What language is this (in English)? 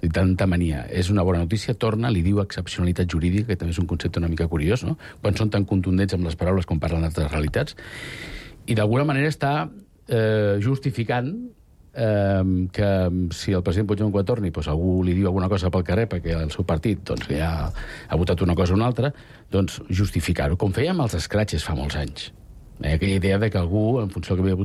Catalan